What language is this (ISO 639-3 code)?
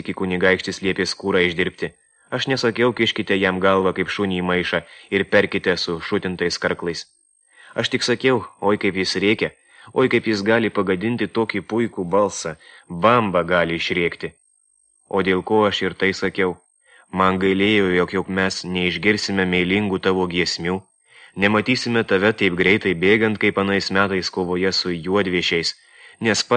lit